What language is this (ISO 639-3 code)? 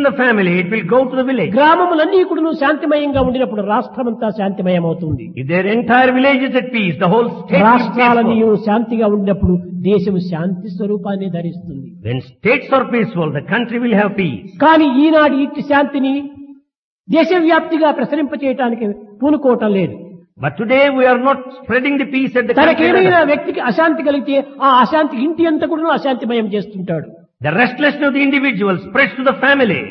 tel